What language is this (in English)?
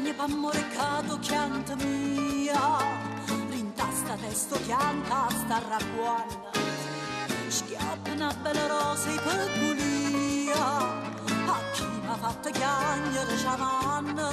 Neapolitan